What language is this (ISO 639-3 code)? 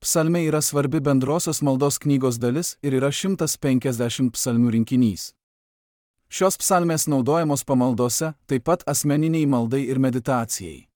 lit